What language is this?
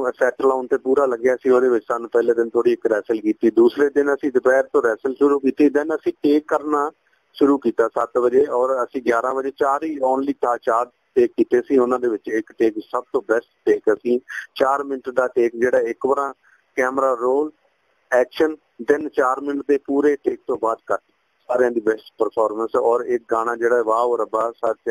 Punjabi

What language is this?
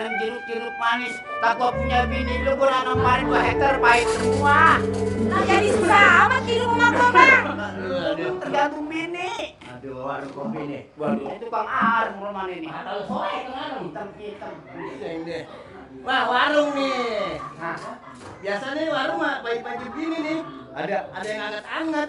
Betawi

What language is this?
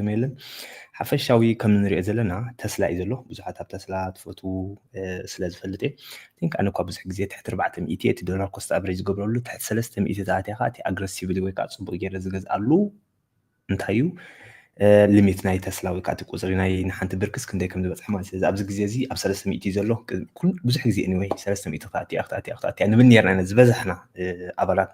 Tigrinya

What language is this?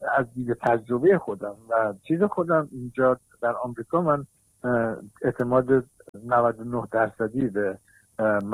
Persian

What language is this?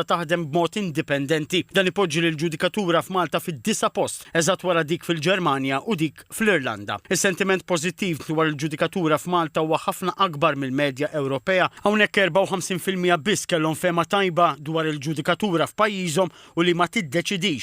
Maltese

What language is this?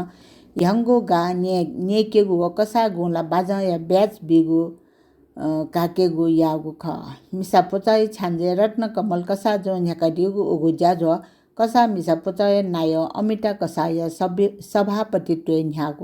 Newari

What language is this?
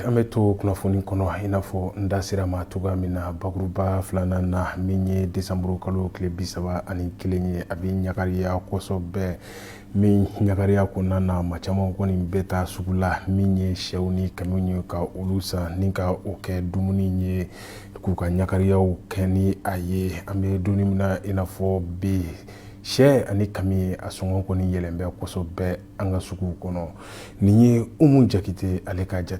Bambara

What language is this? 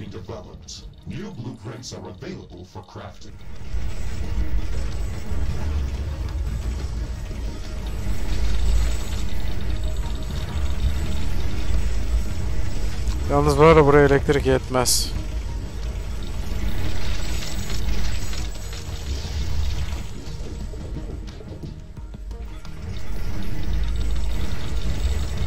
Turkish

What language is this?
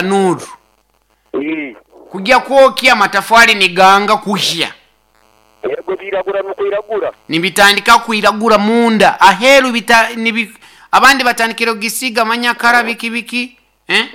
Nyoro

